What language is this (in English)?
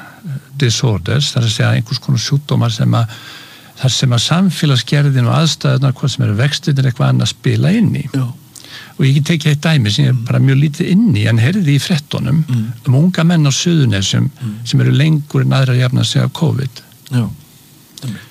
Icelandic